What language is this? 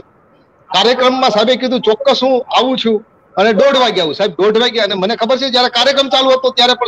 Gujarati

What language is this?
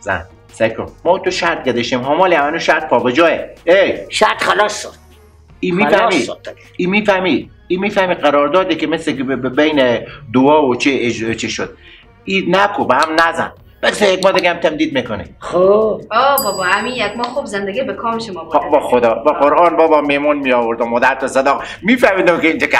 Persian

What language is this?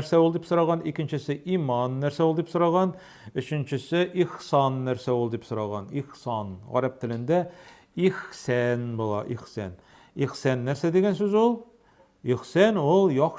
Tatar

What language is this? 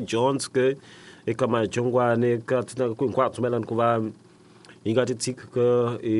Tsonga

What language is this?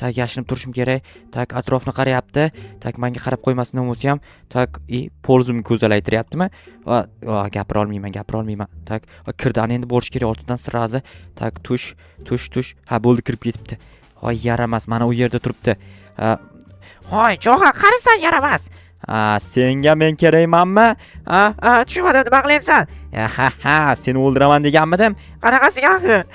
Uzbek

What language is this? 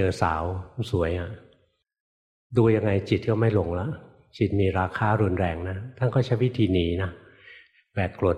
Thai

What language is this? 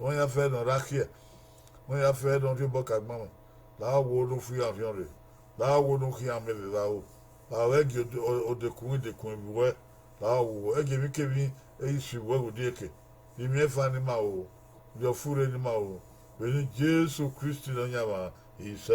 Bini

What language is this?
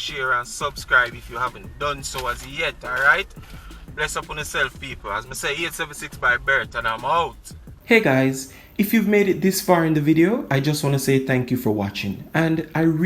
Jamaican Creole English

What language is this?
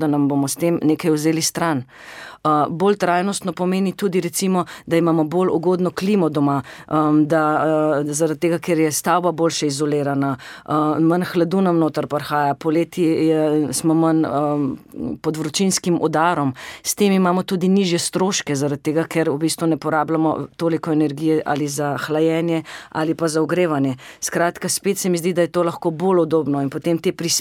Slovenian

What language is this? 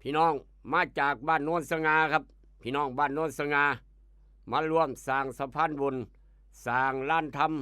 Northeastern Thai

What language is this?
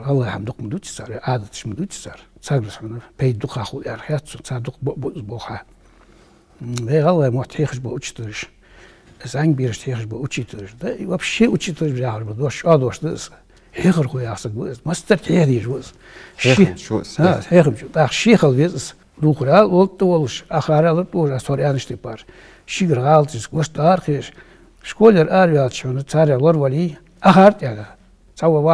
Ingush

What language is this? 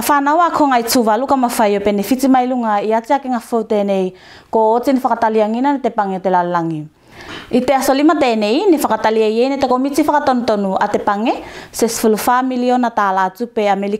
Tuvalu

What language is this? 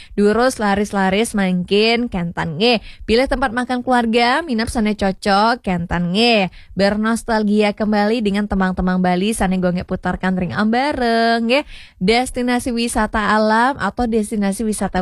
Balinese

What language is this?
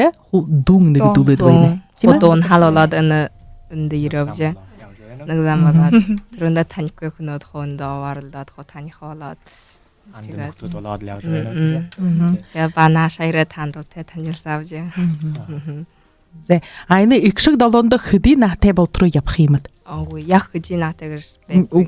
Buriat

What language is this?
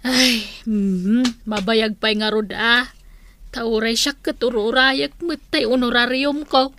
Iloko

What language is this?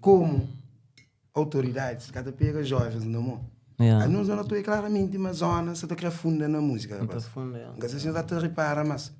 Kabuverdianu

